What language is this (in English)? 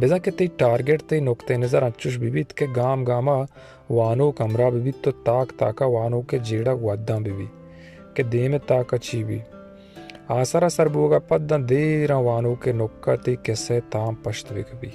Baluchi